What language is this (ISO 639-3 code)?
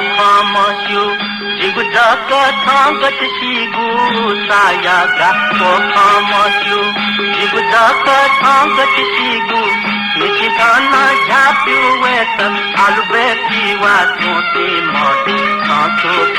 new